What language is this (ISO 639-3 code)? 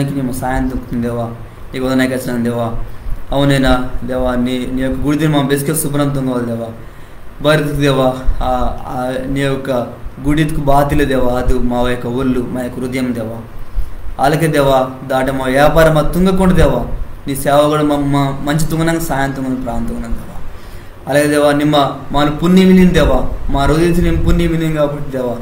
kff